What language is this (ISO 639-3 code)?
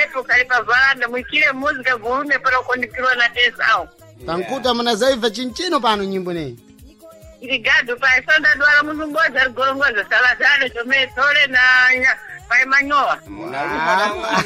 seh